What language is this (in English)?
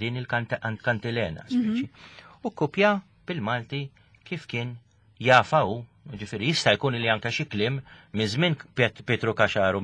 Maltese